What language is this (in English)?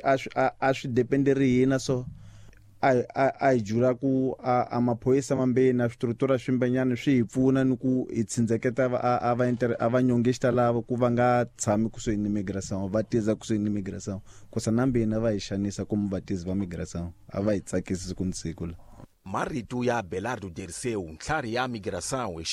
Tsonga